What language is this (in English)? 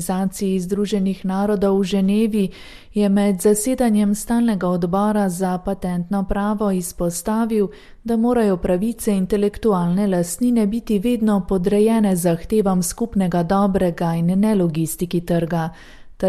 Slovenian